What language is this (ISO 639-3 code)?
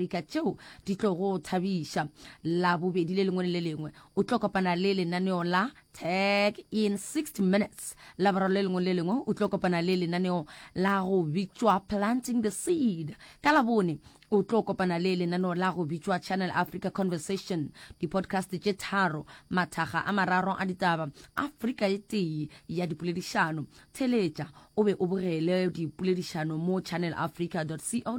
nso